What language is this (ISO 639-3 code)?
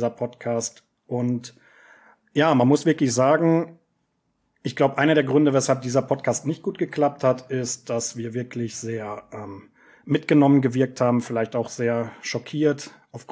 deu